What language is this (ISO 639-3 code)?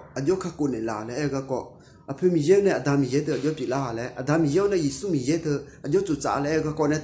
ahk